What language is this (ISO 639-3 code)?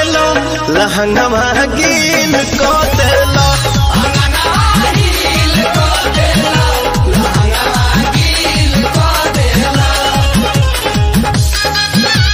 bho